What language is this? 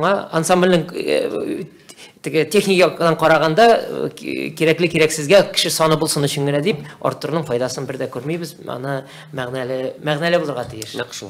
Tatar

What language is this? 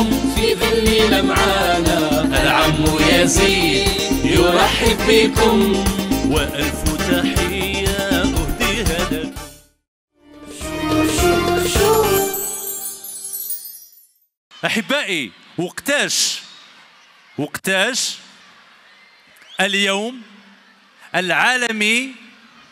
Algerian Arabic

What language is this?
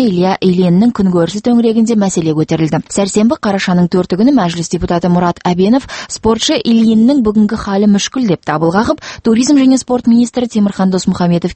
Kazakh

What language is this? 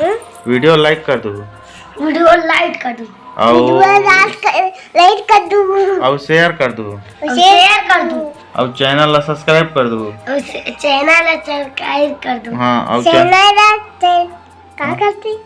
Chhattisgarhi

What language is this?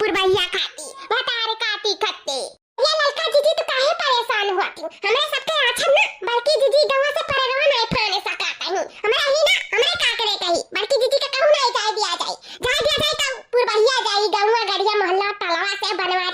Awadhi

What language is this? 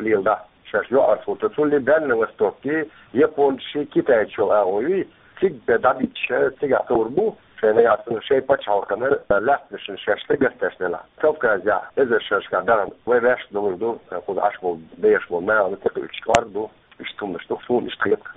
Chechen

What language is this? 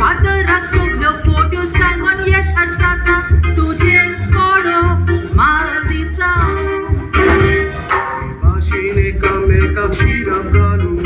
Konkani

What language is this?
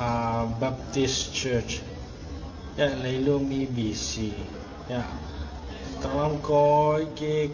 Tedim Chin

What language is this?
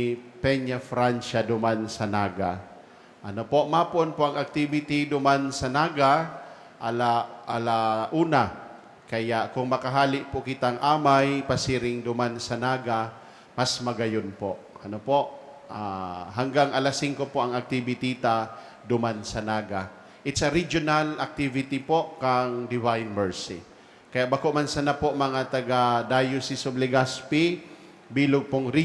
Bikol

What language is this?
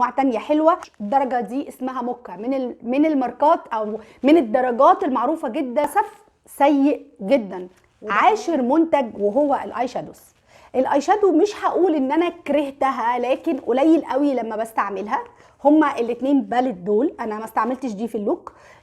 Egyptian Arabic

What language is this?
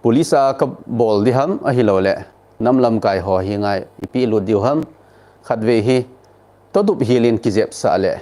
Thado Chin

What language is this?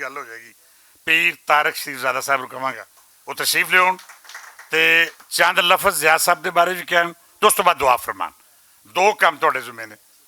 Western Panjabi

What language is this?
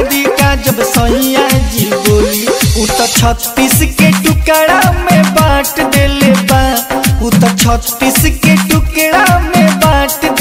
Bhojpuri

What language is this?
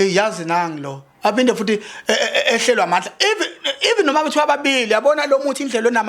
Zulu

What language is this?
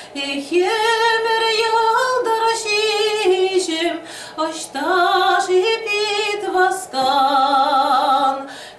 Chuvash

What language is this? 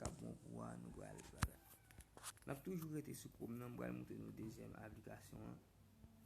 Haitian Creole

